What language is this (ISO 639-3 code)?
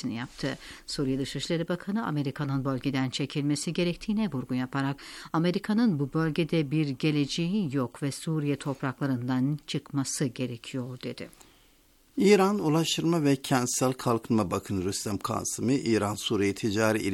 tur